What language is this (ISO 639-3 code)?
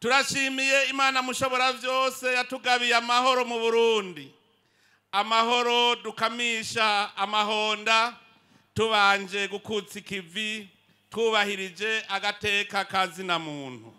run